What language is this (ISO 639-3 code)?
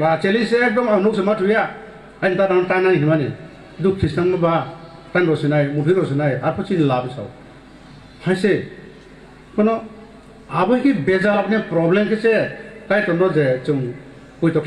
ria